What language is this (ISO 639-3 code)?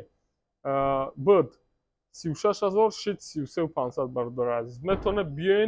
tgk